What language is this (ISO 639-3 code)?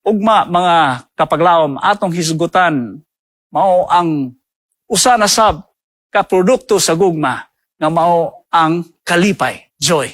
ceb